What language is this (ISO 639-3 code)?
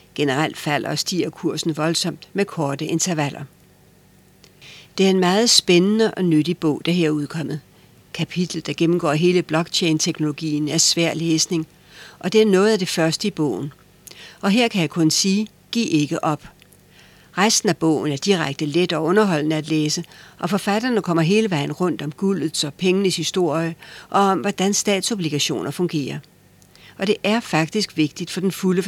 dan